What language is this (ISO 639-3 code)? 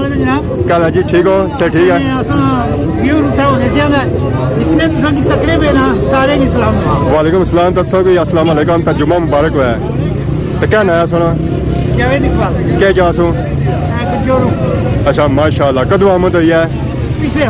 phr